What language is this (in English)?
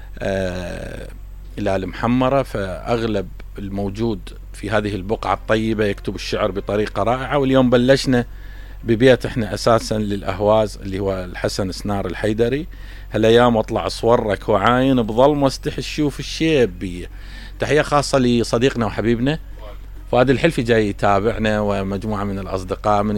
Mesopotamian Arabic